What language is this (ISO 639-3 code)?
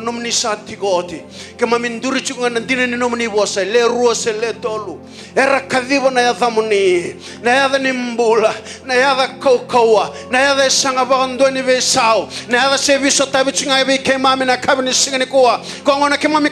fij